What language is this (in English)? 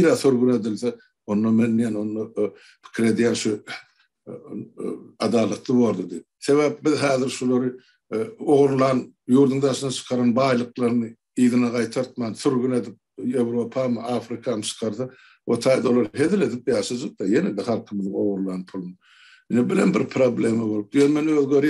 Turkmen